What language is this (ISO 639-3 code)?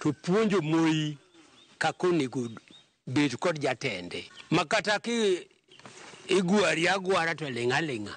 luo